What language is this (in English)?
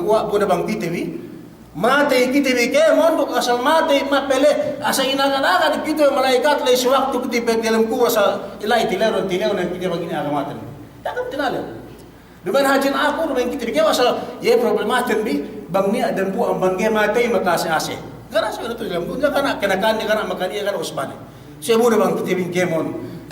Yakan